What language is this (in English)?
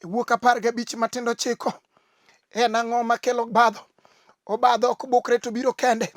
Luo (Kenya and Tanzania)